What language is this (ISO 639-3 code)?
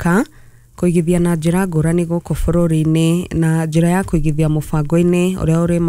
kik